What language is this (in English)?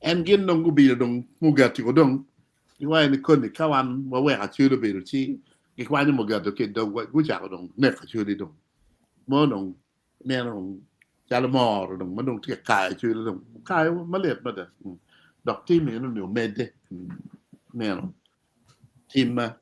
Acoli